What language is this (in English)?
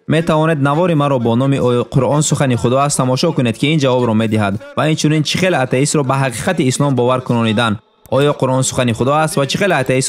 Tajik